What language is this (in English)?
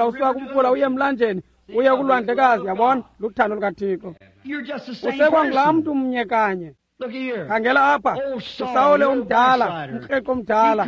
Xhosa